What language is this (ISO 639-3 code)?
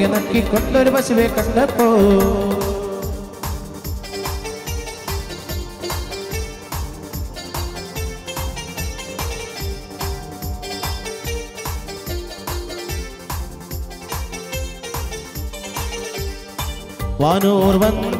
mal